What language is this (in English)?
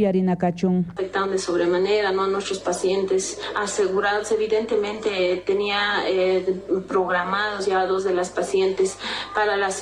South Bolivian Quechua